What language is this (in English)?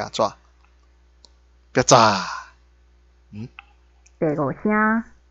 Min Nan Chinese